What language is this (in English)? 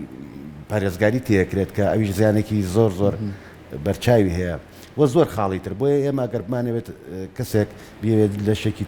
Central Kurdish